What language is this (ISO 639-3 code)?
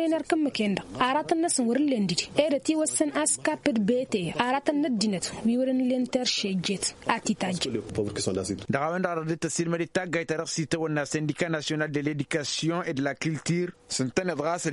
taq